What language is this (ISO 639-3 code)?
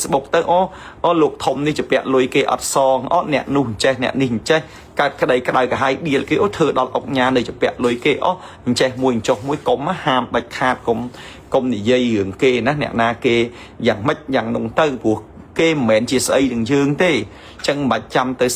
khm